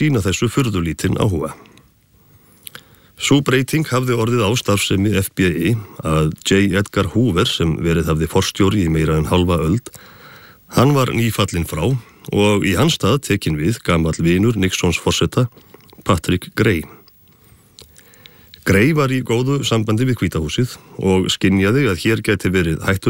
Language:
Icelandic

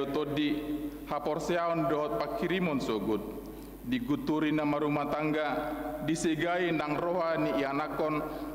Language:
Batak Toba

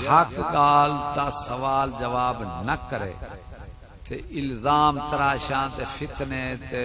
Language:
Saraiki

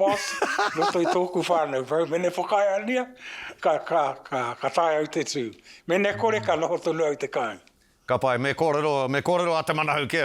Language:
Māori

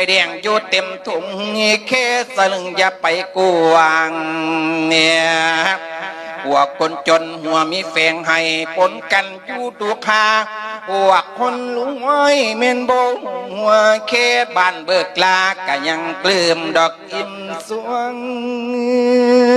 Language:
Lao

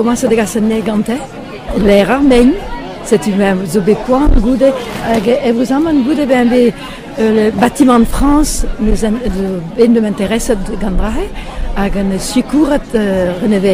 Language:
Breton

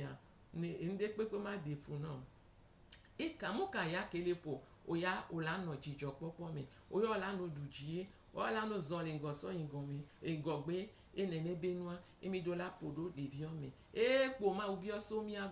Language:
Gen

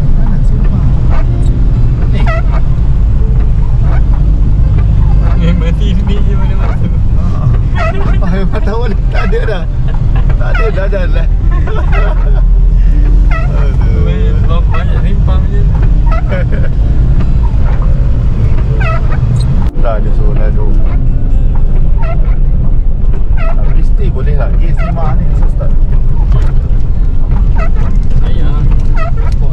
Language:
Malay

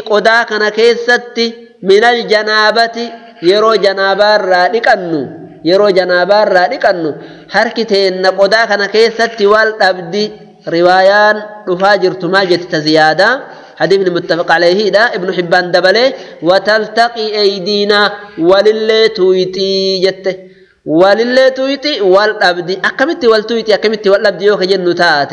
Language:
Oromo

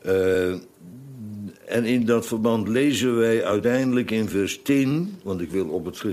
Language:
Dutch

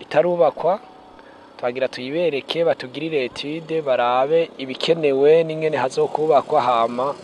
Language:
Rundi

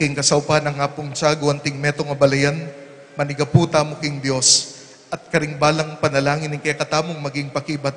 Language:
Pampanga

